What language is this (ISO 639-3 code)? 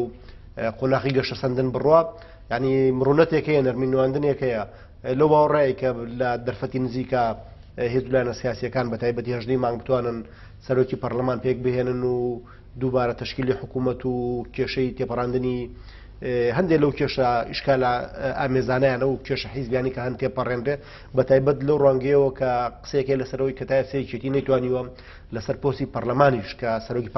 ckb